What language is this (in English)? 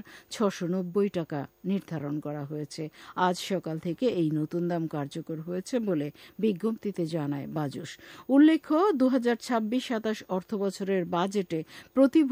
Bangla